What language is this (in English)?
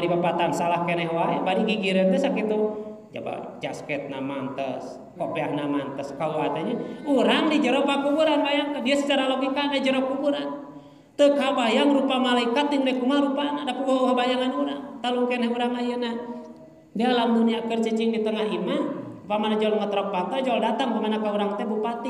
Sundanese